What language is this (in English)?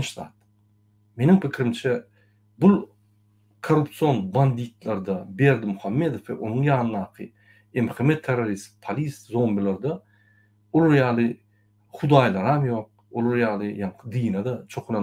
Turkmen